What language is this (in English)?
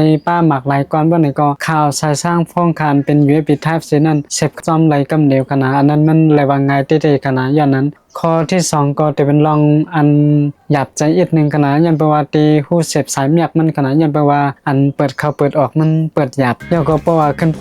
Shan